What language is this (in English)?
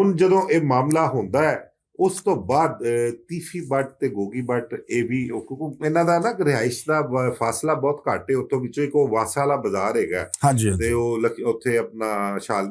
Western Panjabi